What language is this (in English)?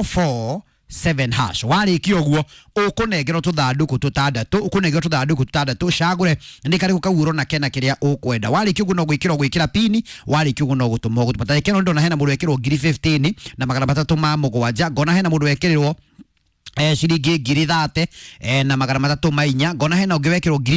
Kikuyu